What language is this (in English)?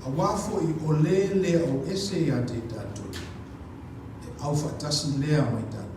Samoan